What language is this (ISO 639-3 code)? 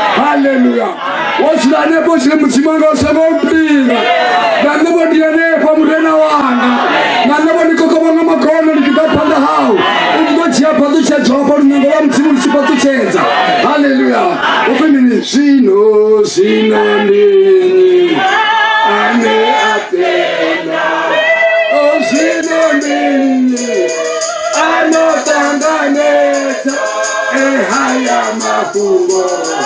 ven